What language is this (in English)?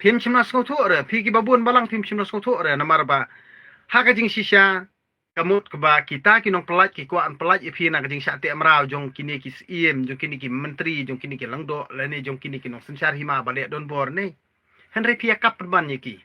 Khasi